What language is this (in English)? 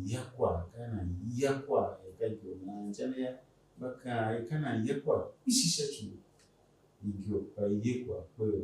Tiv